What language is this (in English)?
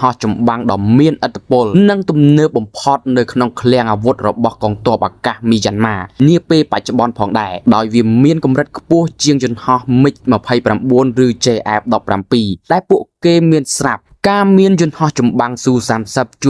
Khmer